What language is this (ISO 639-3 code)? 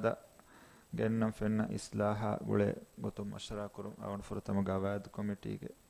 div